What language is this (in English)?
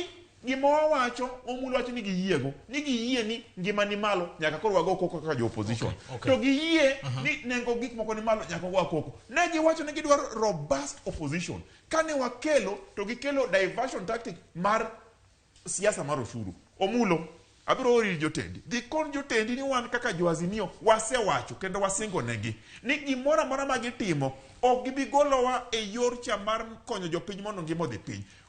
Luo (Kenya and Tanzania)